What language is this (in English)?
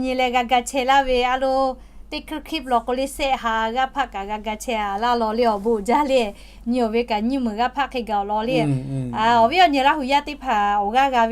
Lahu